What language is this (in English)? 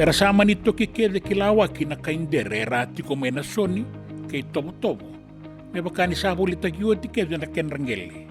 Fijian